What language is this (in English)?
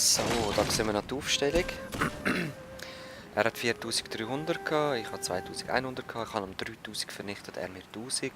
Swiss German